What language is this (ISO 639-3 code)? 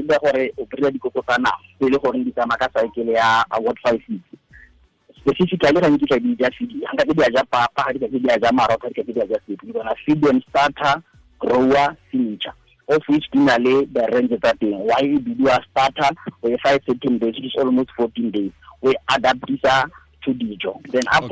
tsn